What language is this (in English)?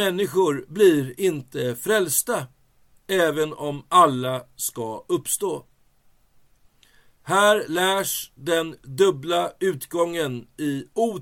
Swedish